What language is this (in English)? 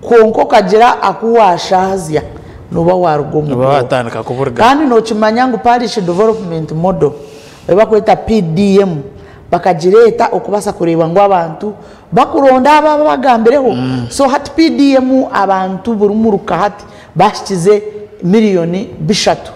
Nyankole